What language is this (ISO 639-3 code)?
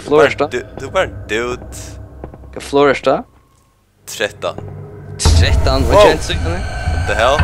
fao